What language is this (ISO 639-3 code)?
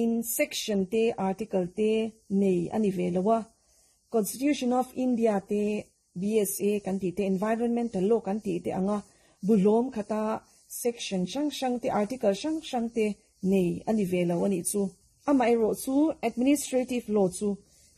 lus